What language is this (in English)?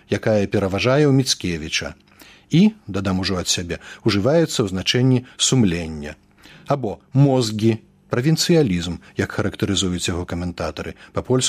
Belarusian